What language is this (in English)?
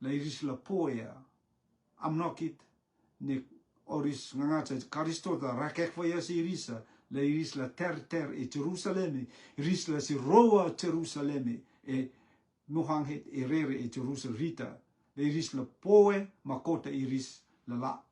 Rotuman